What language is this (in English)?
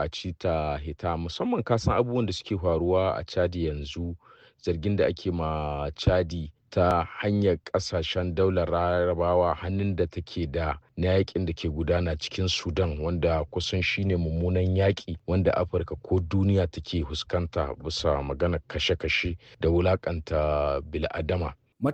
Hausa